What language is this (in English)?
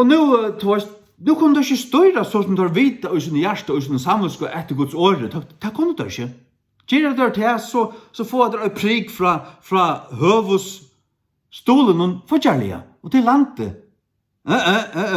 Faroese